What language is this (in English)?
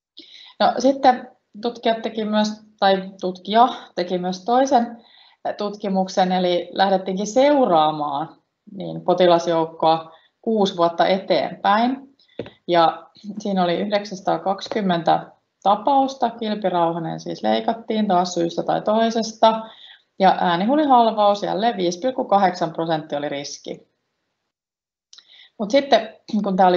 Finnish